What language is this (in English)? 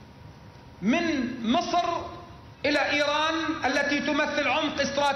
Hebrew